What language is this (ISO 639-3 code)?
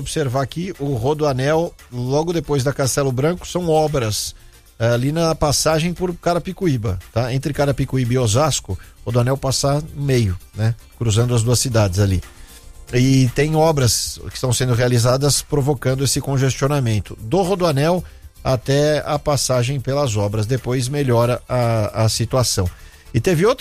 por